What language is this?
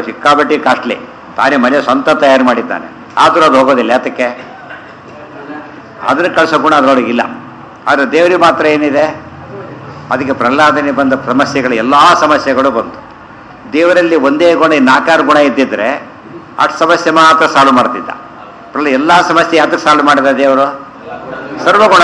Kannada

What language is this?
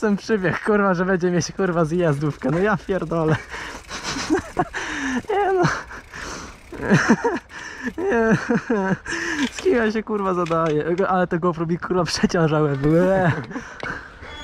Polish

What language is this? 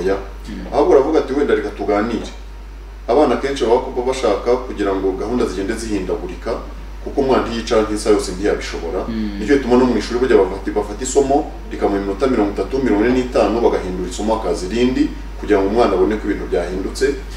Kinyarwanda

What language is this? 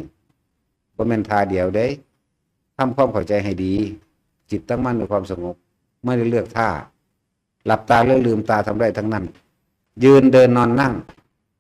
Northeastern Thai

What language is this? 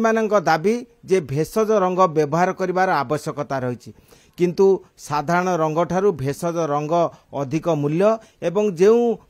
Odia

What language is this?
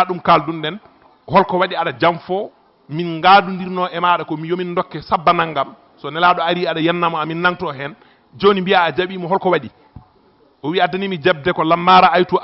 Fula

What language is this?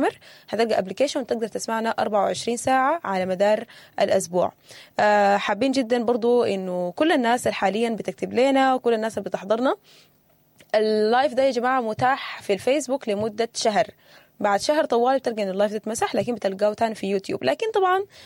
Sudanese Arabic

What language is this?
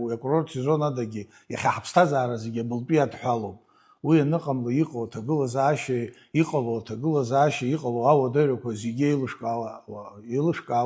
Abkhazian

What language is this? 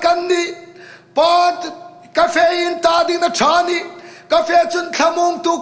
Hmar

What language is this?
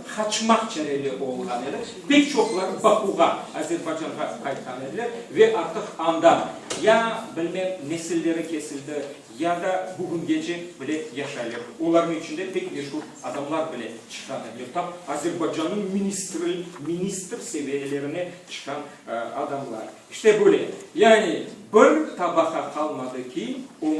Crimean Tatar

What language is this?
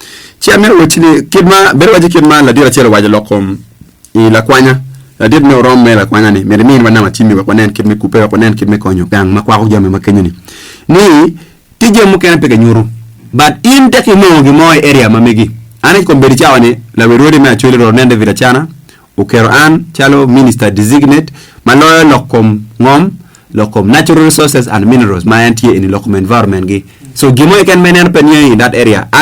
Acoli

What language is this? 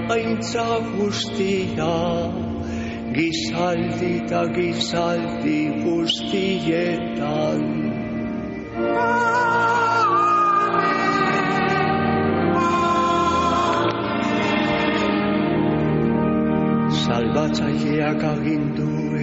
Basque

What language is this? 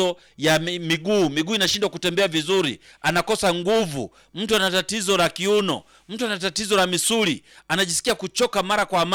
Swahili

